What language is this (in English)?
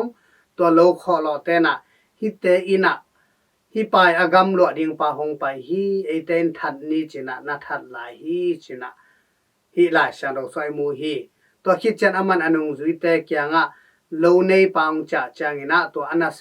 Tedim Chin